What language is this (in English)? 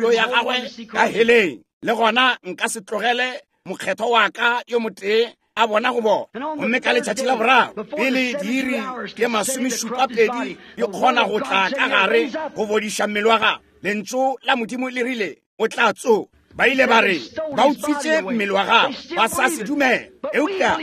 Northern Sotho